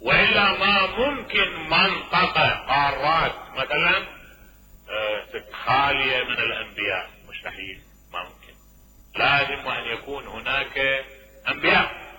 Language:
Mesopotamian Arabic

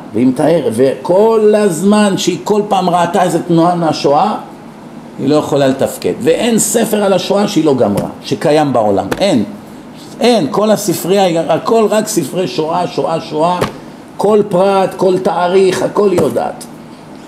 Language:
Hebrew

